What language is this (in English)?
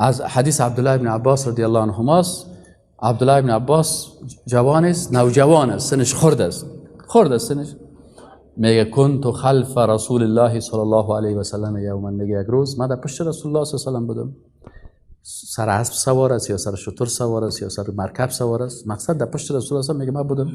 Persian